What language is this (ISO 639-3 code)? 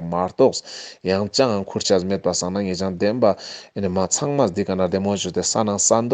lbj